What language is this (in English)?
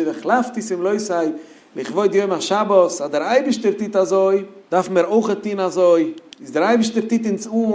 Yiddish